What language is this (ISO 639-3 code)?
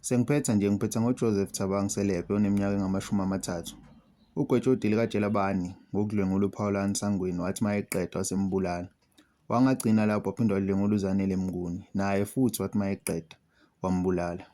zul